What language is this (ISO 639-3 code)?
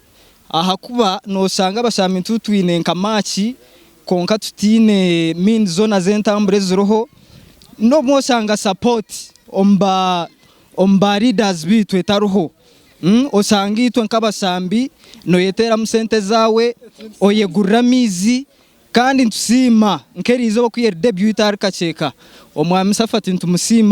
nyn